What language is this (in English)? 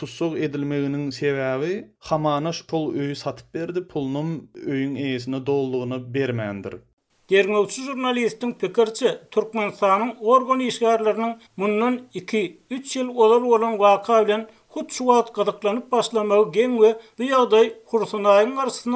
Turkmen